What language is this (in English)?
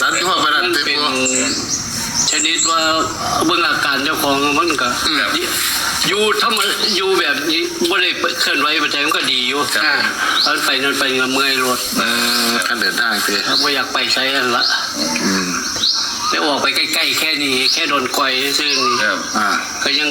Northeastern Thai